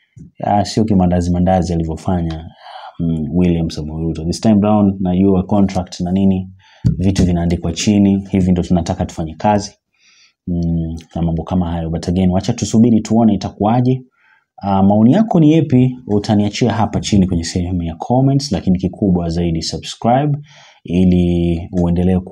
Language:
Swahili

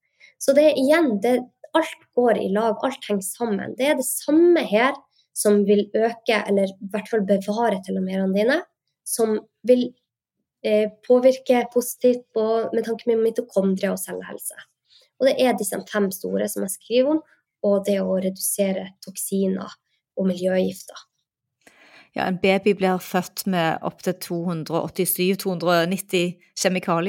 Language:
Norwegian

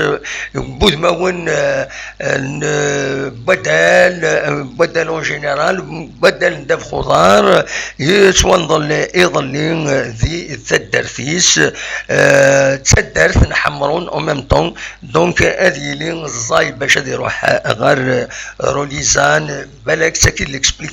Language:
Kabyle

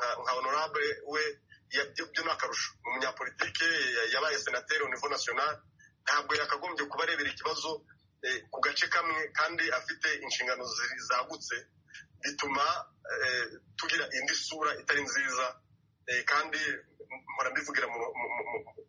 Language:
Kinyarwanda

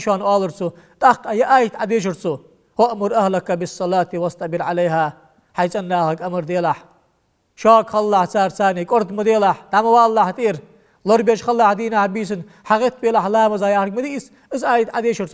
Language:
Ingush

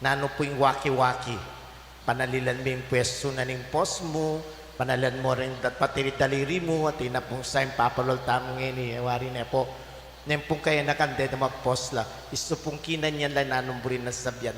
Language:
Pampanga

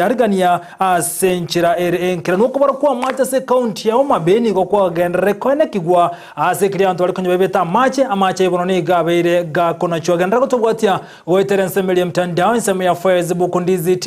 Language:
Gusii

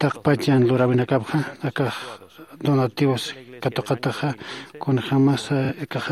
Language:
Aymara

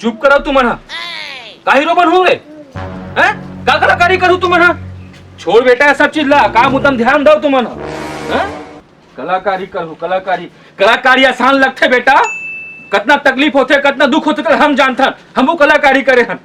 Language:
Chhattisgarhi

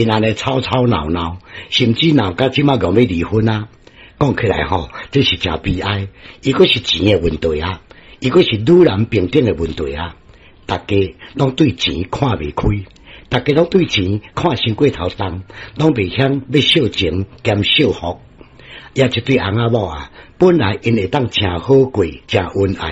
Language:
Min Nan Chinese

